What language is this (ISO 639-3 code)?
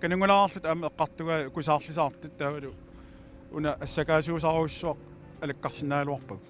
kal